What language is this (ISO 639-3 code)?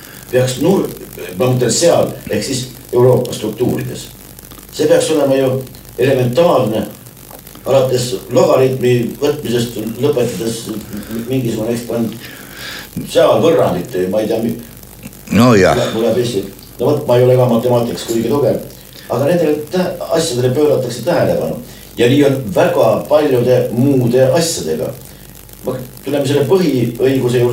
est